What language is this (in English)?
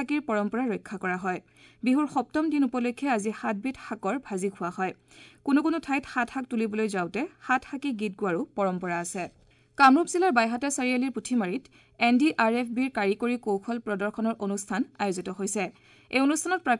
Assamese